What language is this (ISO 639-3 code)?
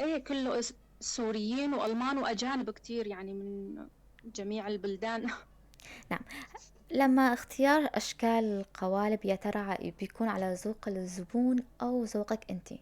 apc